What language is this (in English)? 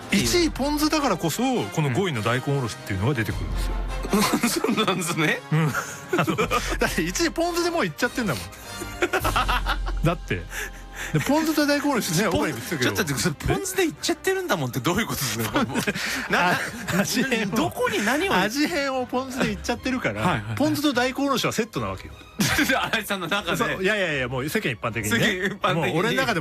Japanese